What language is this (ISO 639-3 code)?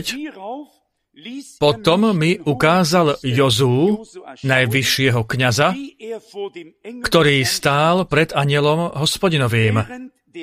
slk